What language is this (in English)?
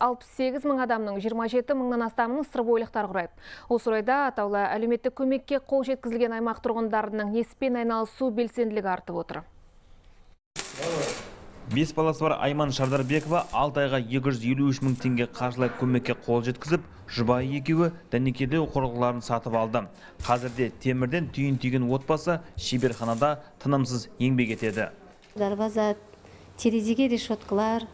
Kazakh